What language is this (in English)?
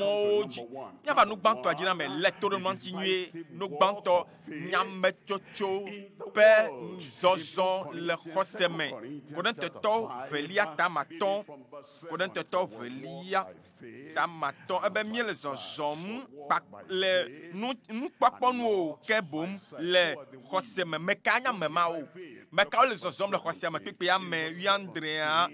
Ewe